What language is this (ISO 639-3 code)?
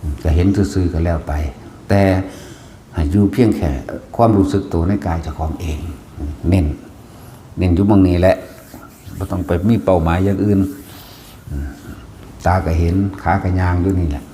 tts